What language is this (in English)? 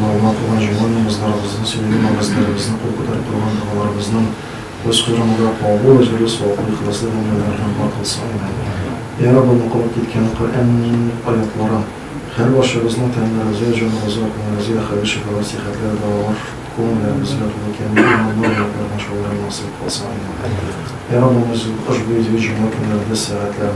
Tatar